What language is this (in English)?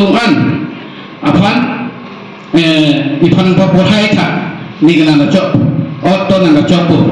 Karbi